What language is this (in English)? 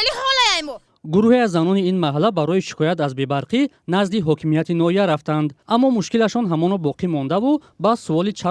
Tajik